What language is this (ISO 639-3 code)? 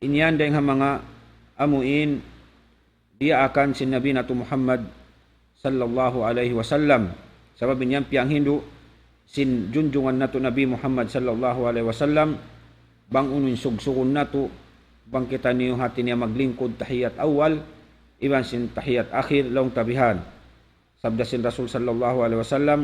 tsg